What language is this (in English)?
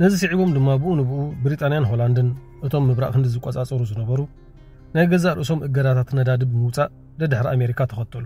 Tigrinya